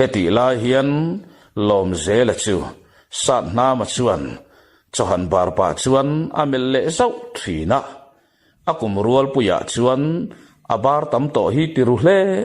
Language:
Mizo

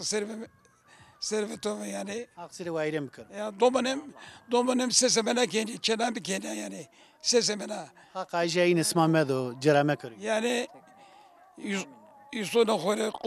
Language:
Zaza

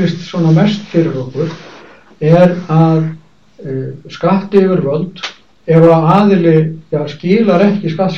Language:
Icelandic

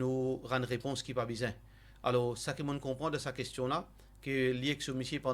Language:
Morisyen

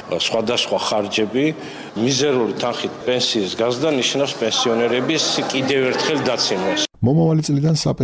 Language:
Georgian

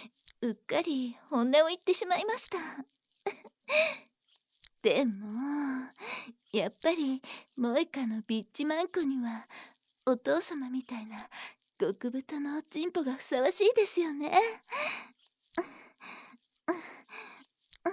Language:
Japanese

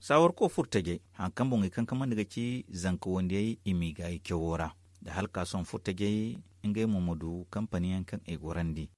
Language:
Zarma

